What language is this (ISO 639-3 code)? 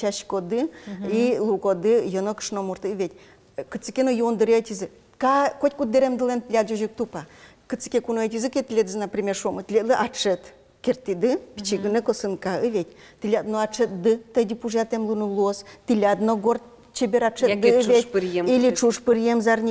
udm